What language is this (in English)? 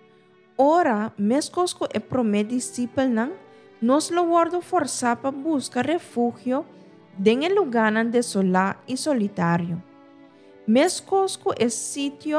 Papiamento